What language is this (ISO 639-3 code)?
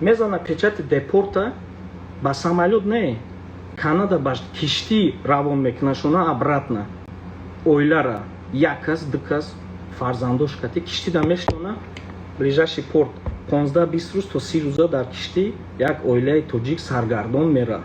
tgk